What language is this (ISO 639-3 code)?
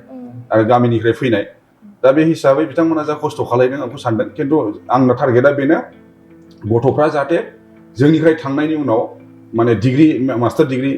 brx